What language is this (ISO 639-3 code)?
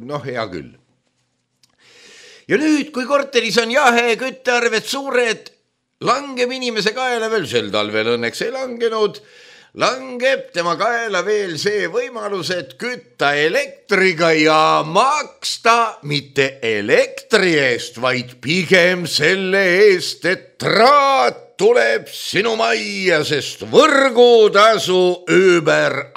est